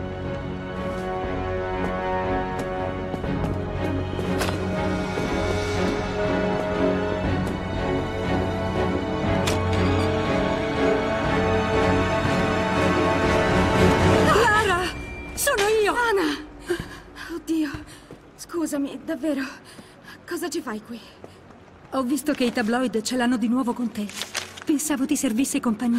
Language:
Italian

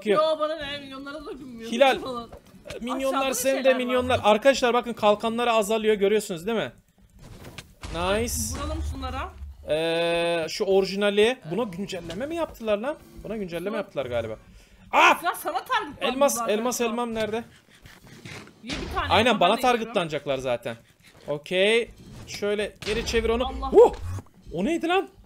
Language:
Turkish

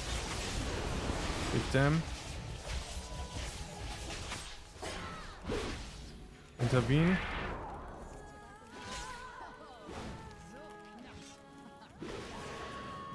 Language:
German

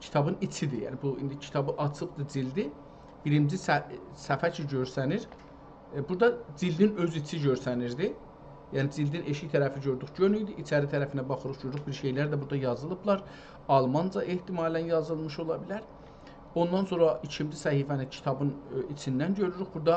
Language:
South Azerbaijani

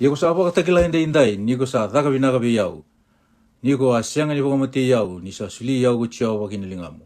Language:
Fijian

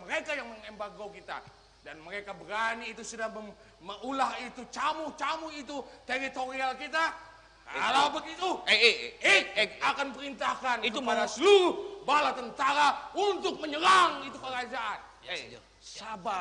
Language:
Banjar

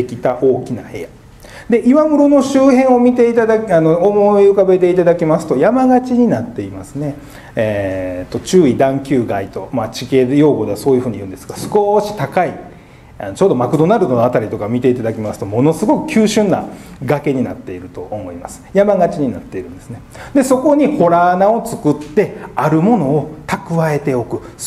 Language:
Japanese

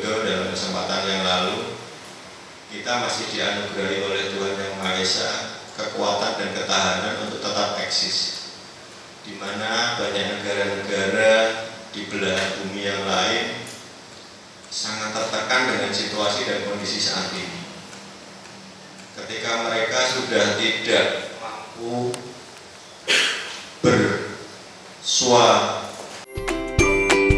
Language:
Indonesian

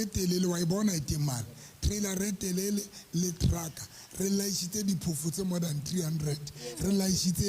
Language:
Southern Sotho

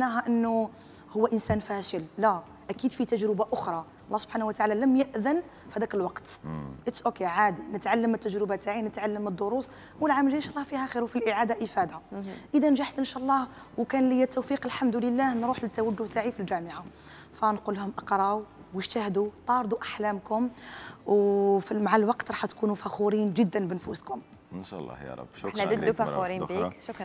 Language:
Algerian Arabic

